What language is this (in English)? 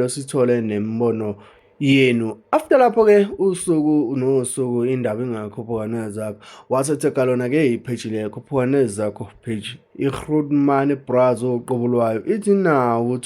Zulu